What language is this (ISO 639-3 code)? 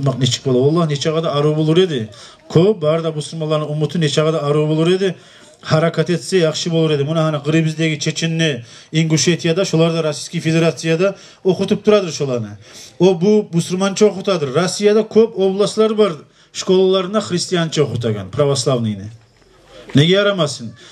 kum